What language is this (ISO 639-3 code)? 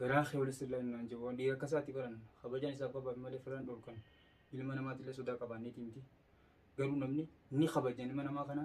orm